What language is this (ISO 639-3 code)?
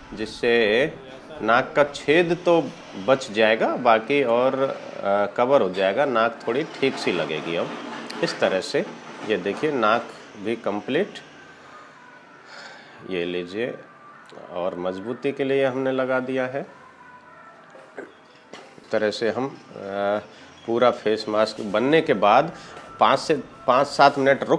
hin